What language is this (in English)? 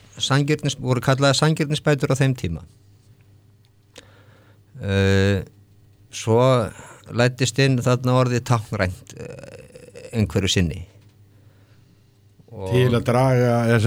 Icelandic